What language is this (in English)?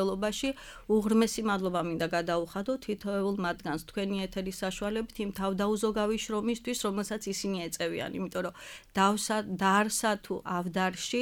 Georgian